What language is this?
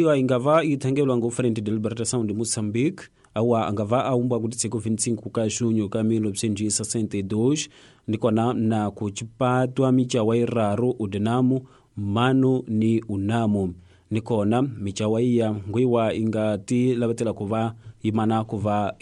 Tsonga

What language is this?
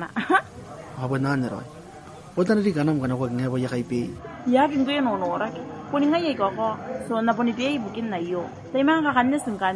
Gilbertese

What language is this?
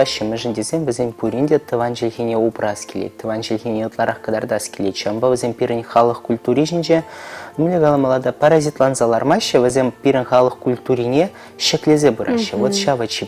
Chuvash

